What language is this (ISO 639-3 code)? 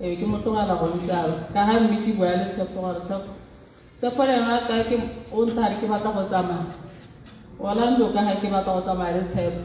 tsn